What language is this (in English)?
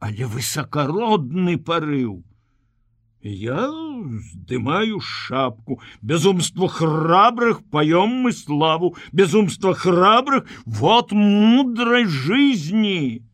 Belarusian